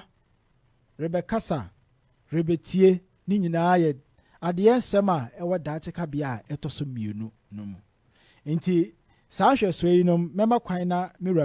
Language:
Akan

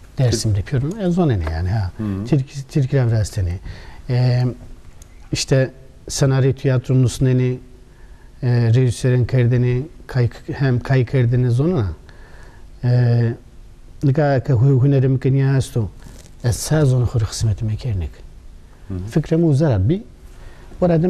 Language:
Zaza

